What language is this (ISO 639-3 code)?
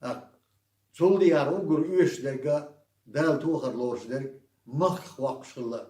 che